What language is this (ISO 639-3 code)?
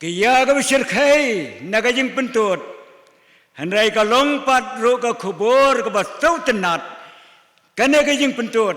kha